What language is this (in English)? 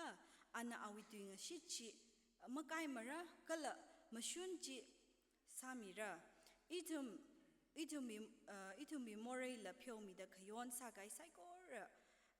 Tangkhul Naga (India)